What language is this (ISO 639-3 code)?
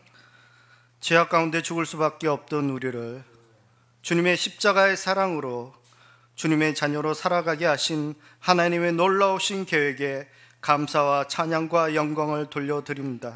kor